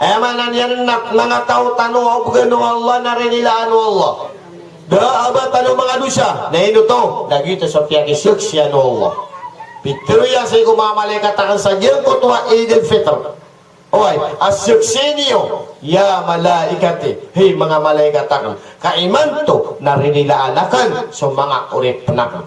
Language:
Maranao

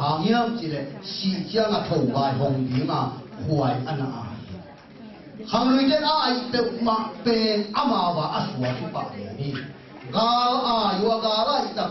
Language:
Tedim Chin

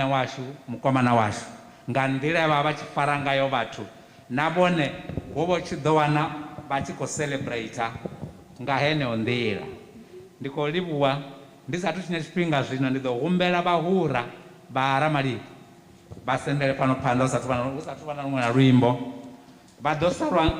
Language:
Venda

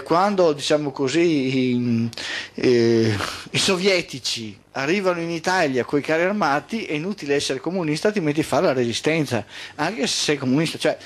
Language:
Italian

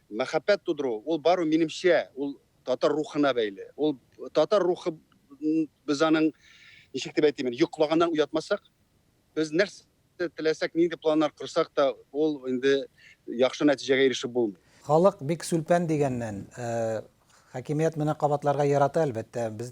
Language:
Tatar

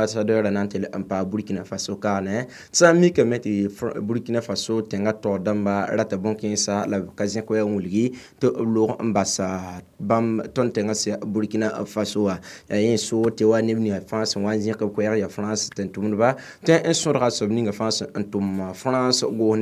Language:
Mossi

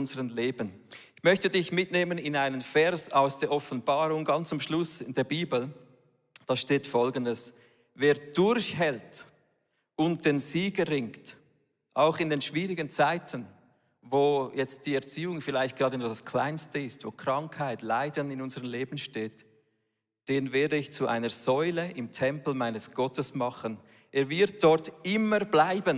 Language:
Swiss German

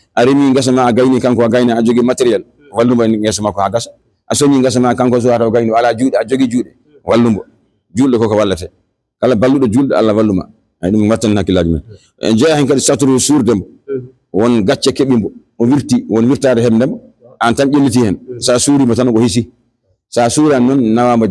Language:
Fula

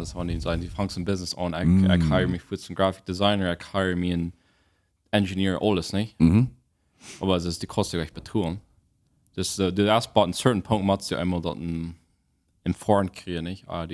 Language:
Plautdietsch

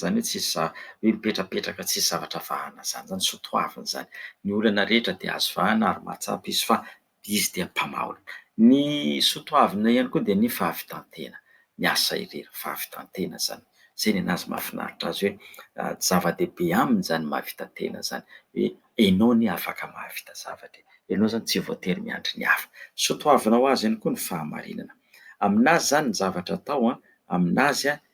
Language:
Malagasy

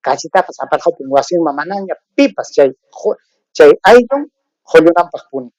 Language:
Ayacucho Quechua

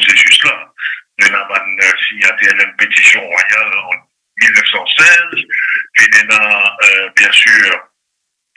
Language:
Morisyen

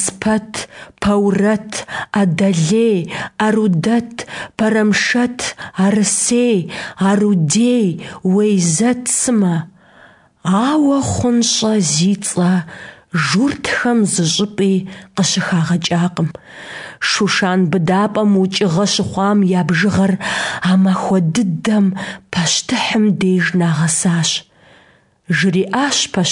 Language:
Kabardian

